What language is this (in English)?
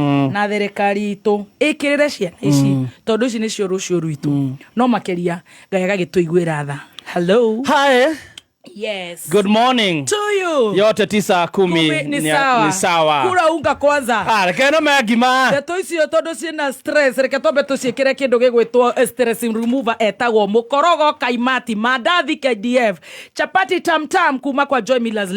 Kikuyu